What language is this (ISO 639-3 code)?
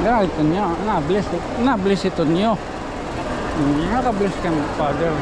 war